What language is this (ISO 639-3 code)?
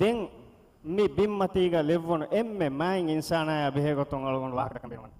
div